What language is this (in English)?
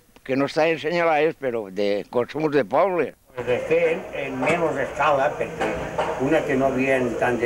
Catalan